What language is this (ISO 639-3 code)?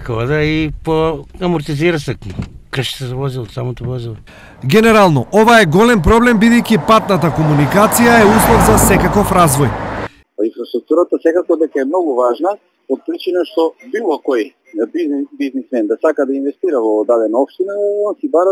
mkd